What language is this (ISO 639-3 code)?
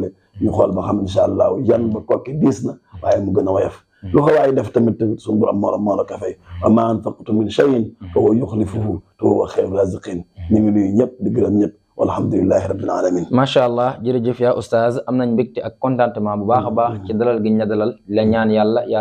wol